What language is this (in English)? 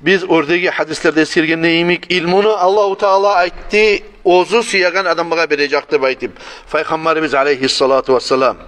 Kumyk